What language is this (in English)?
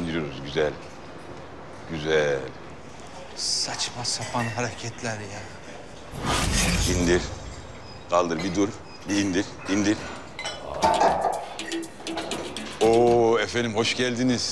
Turkish